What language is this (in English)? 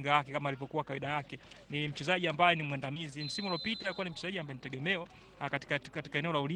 Swahili